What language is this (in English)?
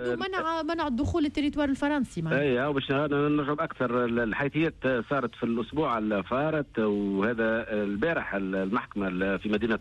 Tunisian Arabic